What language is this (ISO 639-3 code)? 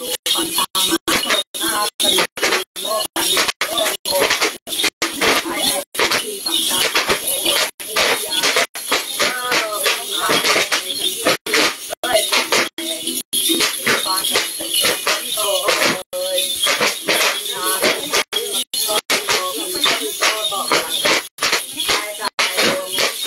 vie